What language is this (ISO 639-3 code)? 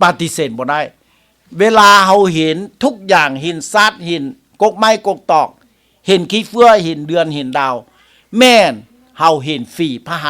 lao